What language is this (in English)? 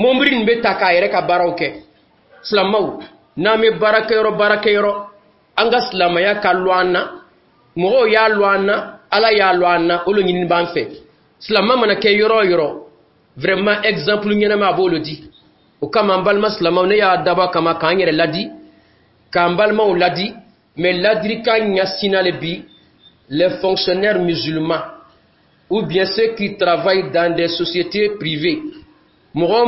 Dyula